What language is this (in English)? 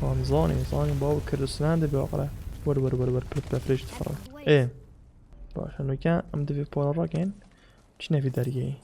Kurdish